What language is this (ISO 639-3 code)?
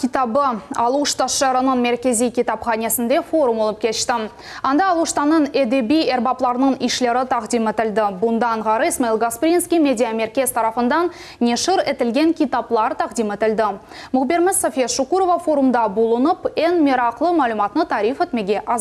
crh